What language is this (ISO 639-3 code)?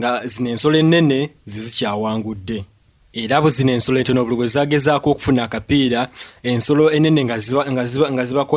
lug